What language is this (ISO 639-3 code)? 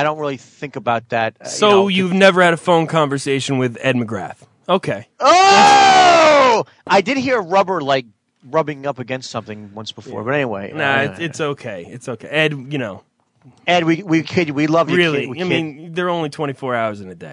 eng